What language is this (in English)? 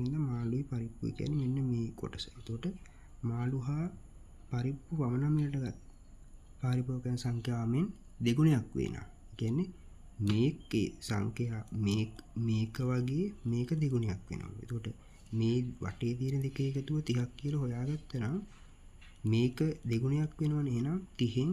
Sinhala